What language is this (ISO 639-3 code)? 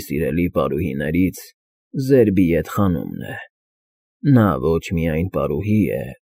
hye